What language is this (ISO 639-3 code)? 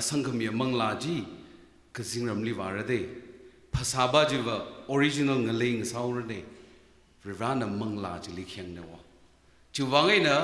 nmf